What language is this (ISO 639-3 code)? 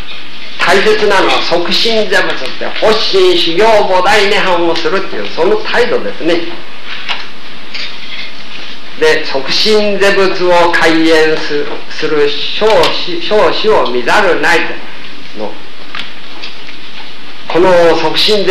jpn